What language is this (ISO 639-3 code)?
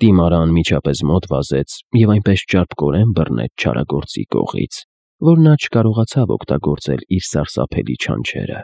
hye